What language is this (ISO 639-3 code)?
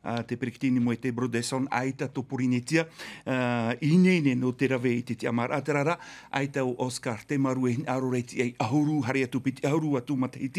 tah